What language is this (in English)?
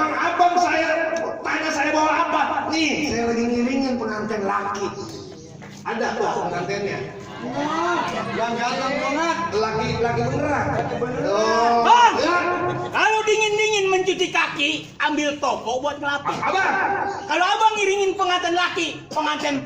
Betawi